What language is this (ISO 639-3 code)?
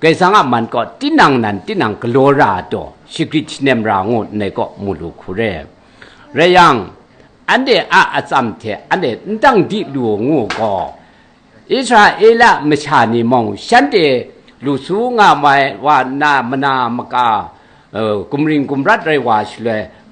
kac